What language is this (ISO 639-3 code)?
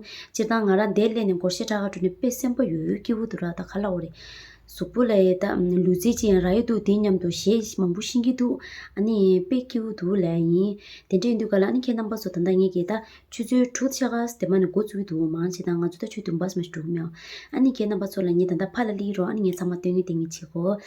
bod